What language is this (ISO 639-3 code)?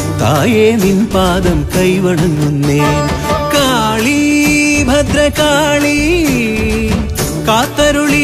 mal